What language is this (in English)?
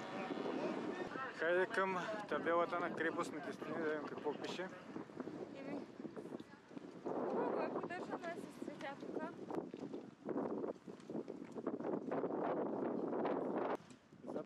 Bulgarian